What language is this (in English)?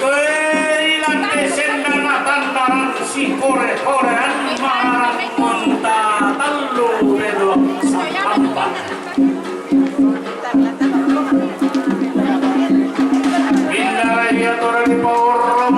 Toraja-Sa'dan